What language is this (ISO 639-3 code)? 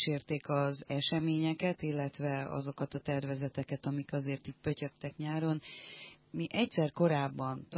hun